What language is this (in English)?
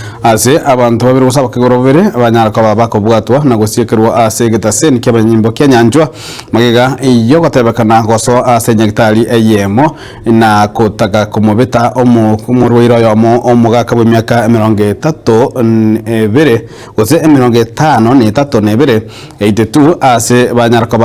Gusii